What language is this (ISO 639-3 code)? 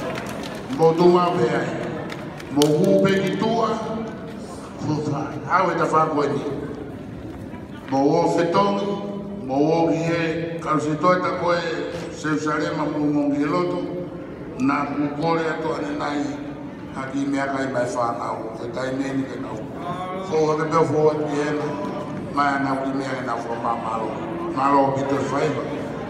ton